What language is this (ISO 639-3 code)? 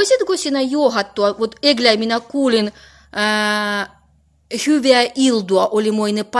olo